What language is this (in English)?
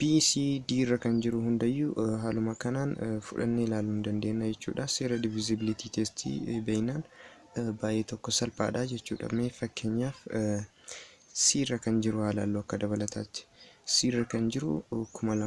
Oromo